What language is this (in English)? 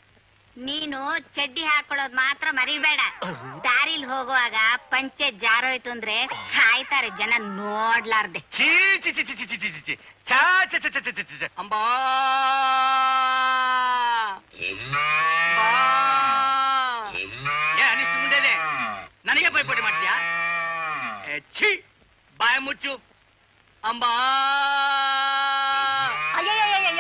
Kannada